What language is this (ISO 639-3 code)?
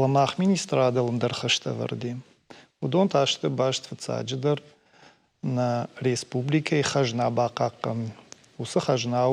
oss